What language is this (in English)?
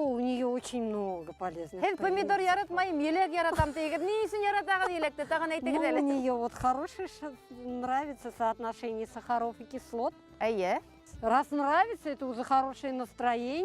Bashkir